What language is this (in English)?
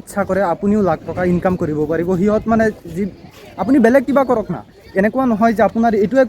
Assamese